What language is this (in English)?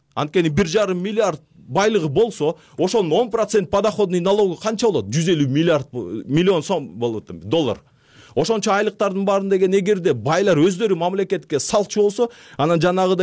Kyrgyz